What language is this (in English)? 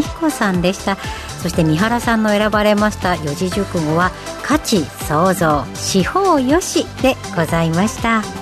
Japanese